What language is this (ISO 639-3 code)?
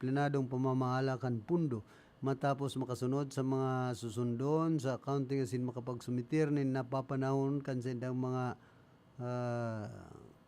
bik